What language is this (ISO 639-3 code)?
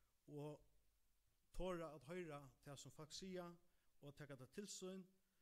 fao